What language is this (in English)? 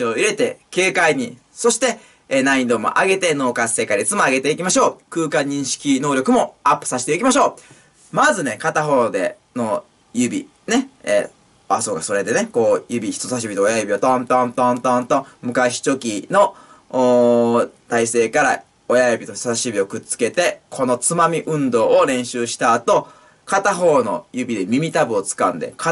Japanese